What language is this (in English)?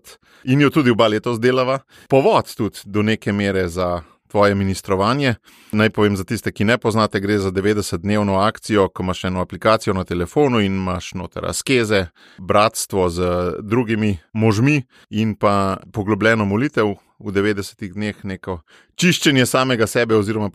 Slovenian